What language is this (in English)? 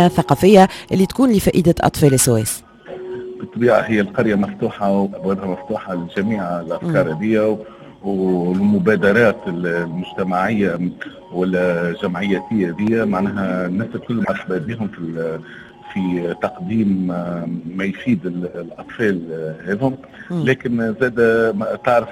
Tunisian Arabic